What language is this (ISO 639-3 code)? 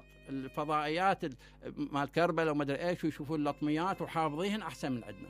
acm